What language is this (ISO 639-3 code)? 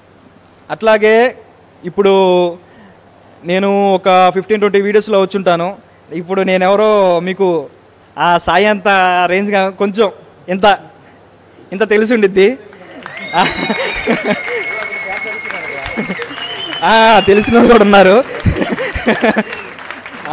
tel